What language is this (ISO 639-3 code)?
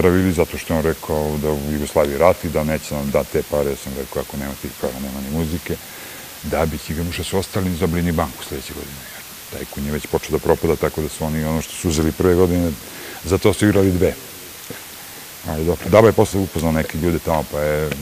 srp